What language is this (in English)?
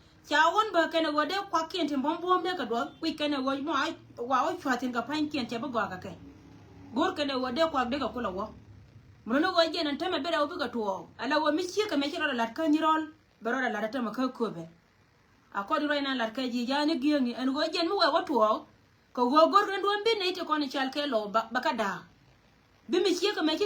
Nuer